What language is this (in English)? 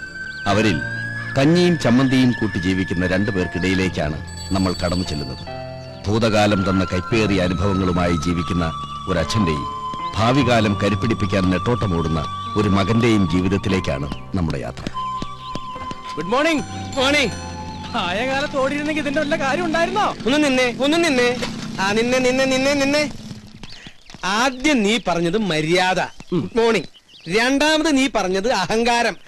Malayalam